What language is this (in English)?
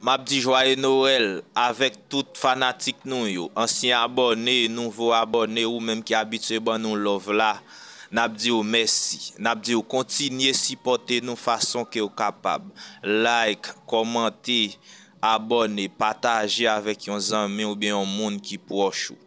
Haitian Creole